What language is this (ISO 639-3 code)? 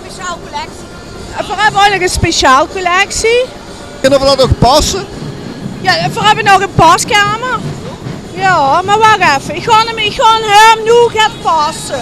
lim